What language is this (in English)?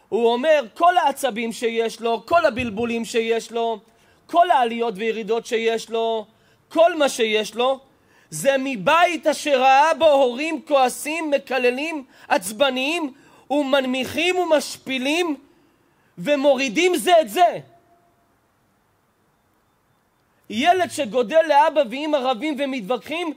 Hebrew